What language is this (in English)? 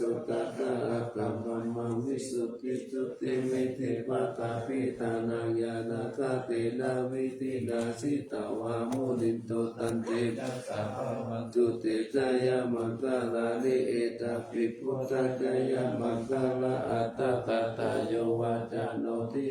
Pali